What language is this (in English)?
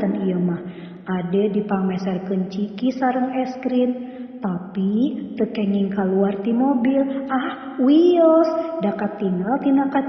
Sundanese